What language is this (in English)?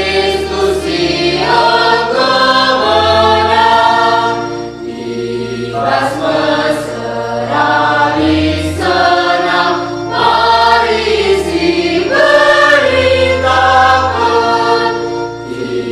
Batak Karo